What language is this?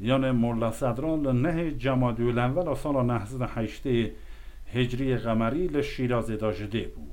Kurdish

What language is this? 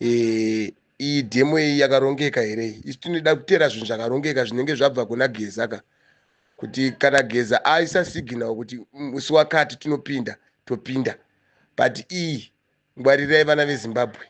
Shona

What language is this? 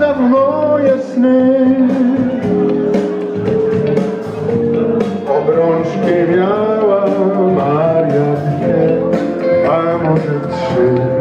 Polish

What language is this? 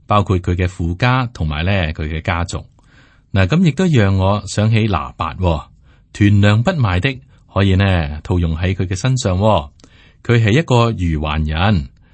Cantonese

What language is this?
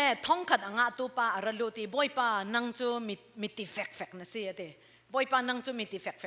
Falam Chin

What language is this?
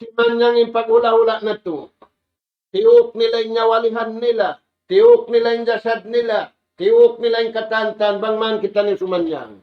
Tausug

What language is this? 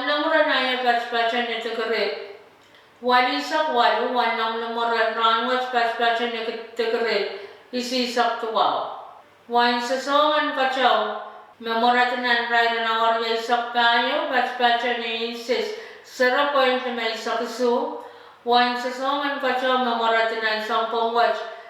Pohnpeian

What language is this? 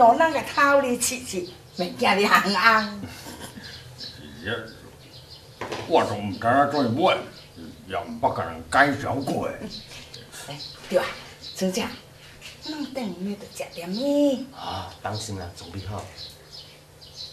Min Nan Chinese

